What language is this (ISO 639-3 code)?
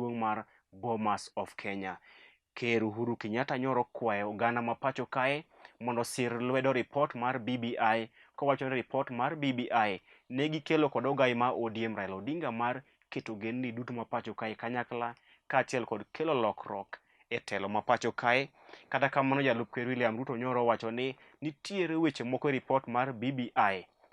luo